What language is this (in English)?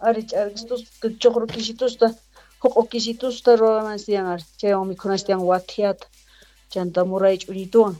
Quechua